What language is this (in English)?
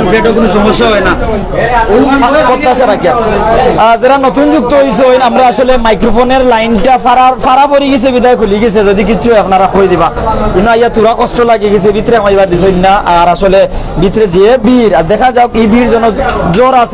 Sylheti